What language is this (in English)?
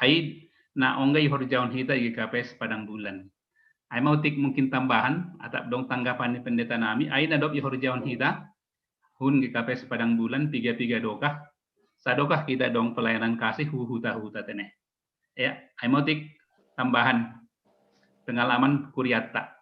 Batak Simalungun